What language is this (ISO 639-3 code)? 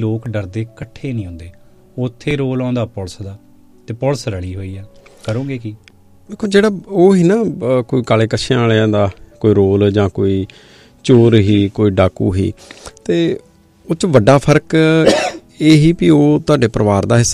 pan